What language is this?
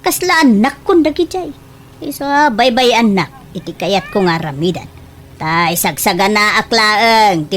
Iloko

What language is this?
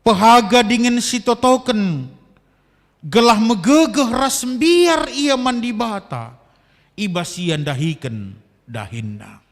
Batak Karo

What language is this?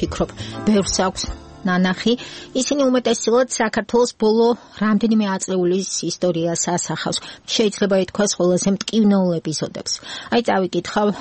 Georgian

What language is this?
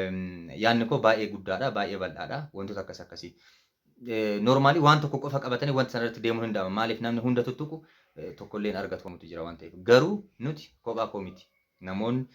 Oromo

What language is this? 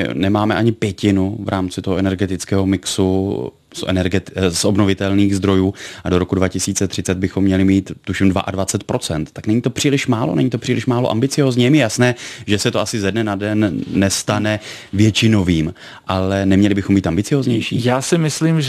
Czech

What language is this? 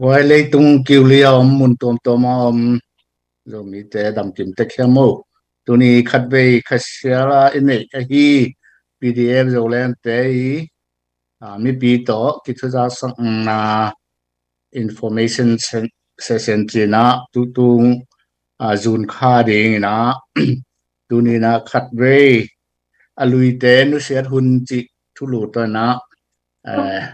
Tedim Chin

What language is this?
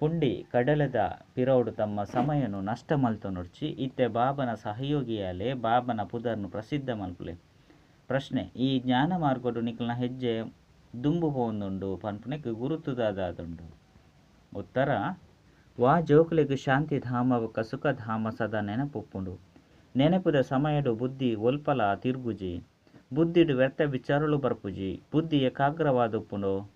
Tulu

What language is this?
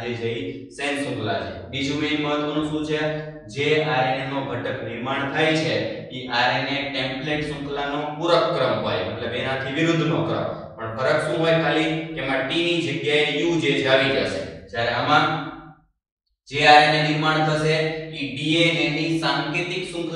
Gujarati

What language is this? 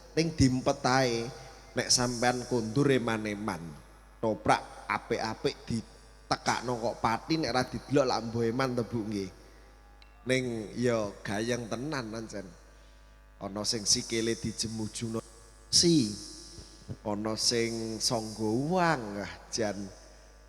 Javanese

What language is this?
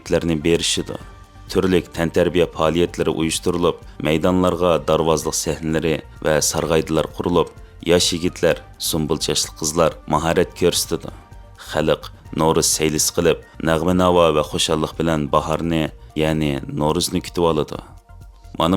Uyghur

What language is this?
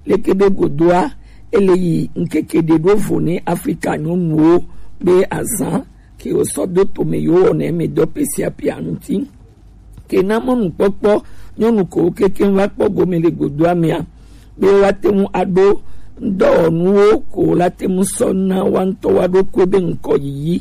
Gen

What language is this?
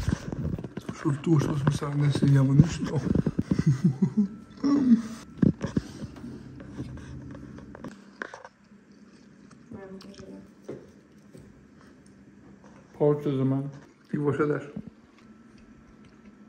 Bulgarian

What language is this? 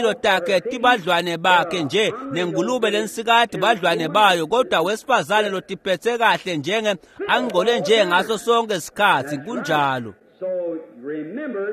Swati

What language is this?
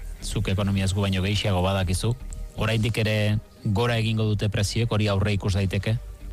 Basque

